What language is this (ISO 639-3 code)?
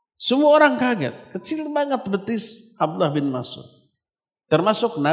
ind